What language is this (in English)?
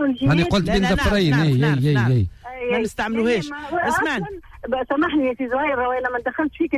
Tunisian Arabic